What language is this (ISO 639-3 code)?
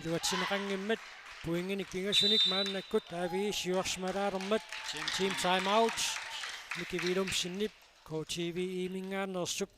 kal